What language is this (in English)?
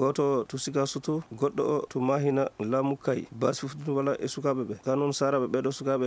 Fula